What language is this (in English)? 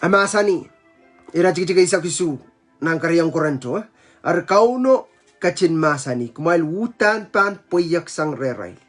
Pohnpeian